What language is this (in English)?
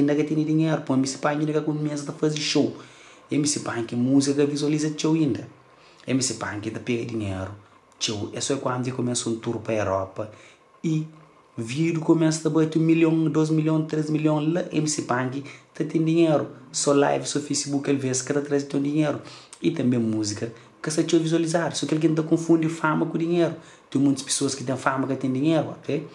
Kabuverdianu